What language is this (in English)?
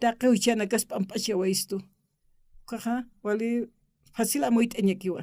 Aymara